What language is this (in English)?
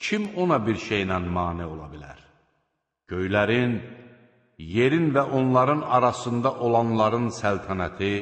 Azerbaijani